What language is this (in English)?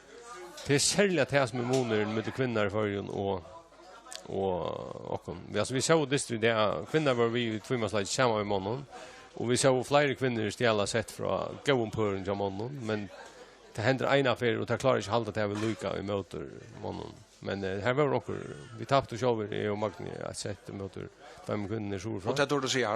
Faroese